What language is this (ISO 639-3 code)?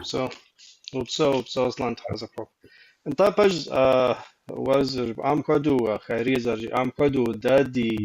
kbd